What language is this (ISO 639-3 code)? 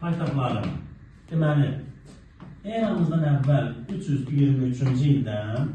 aze